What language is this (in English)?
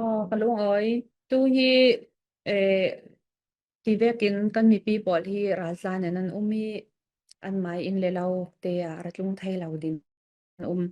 Falam Chin